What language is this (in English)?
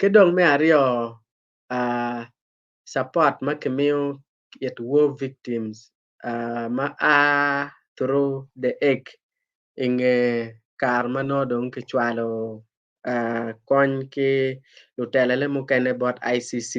Acoli